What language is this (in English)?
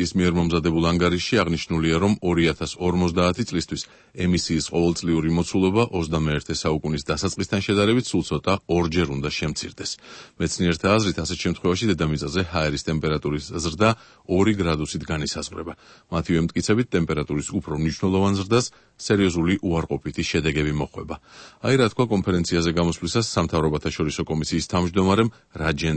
Georgian